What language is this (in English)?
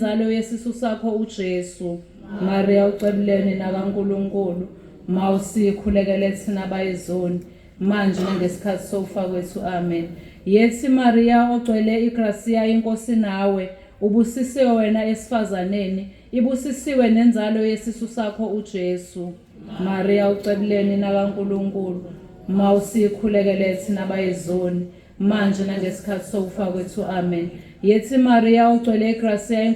Zulu